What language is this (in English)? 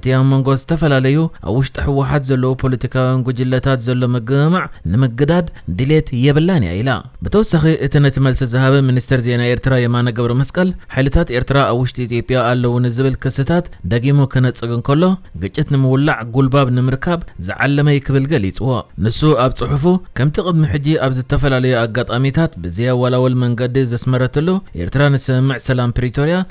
Tigrinya